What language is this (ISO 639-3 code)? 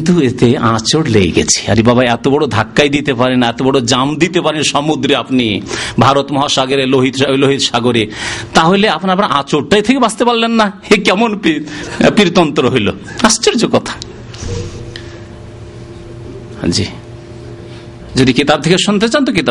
ben